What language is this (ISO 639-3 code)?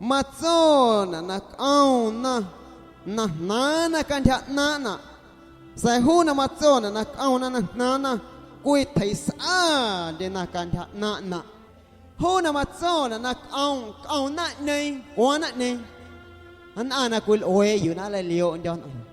amu